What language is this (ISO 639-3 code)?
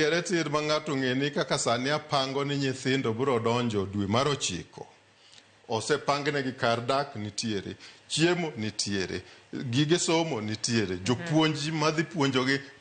luo